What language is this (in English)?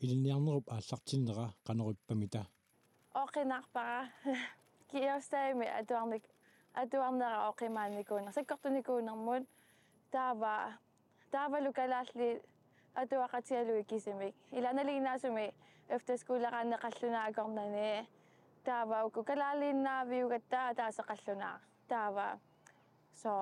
Kalaallisut